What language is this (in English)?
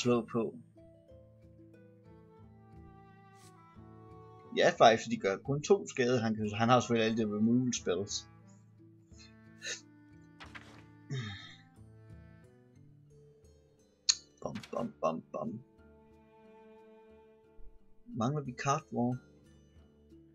Danish